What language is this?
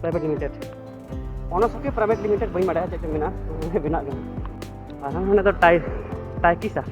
Santali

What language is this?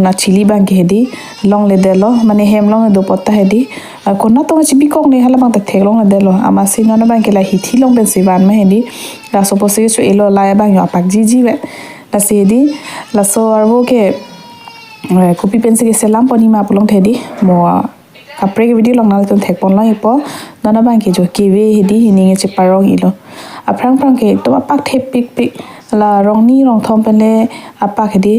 Karbi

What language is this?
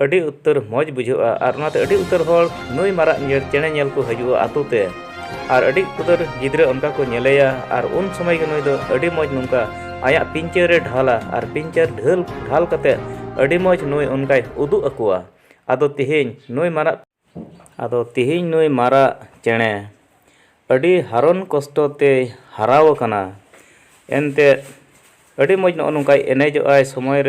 Santali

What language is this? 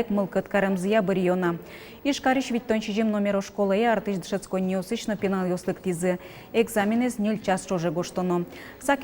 Udmurt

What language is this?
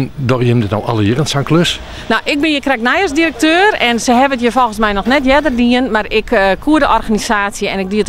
Western Frisian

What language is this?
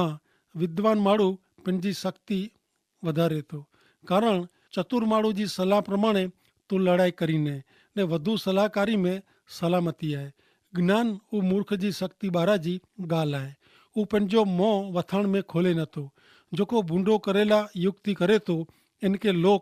Kachhi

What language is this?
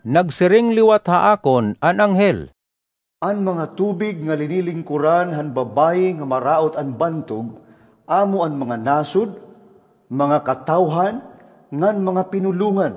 Waray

